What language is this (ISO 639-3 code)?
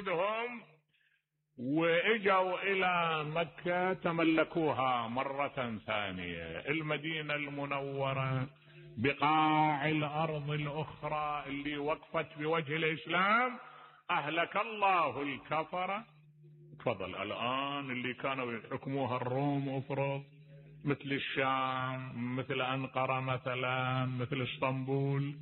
acm